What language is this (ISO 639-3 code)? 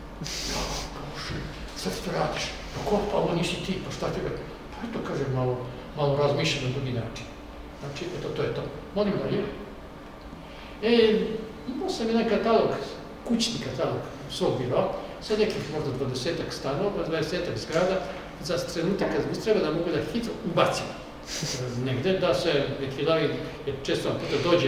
srp